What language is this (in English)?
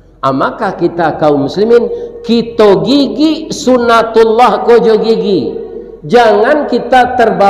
Minangkabau